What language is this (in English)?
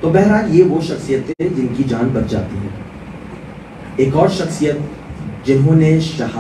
Urdu